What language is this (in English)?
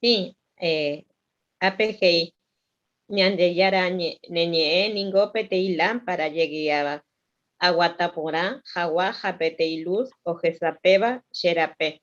Guarani